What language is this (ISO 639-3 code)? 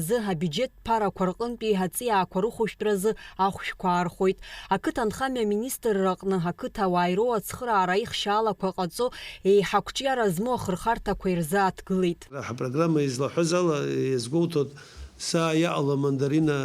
abk